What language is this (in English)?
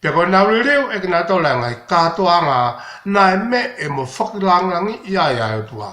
Tongan